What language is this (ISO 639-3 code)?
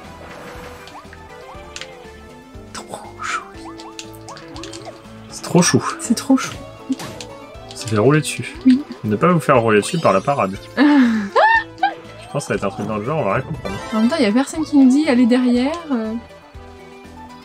fra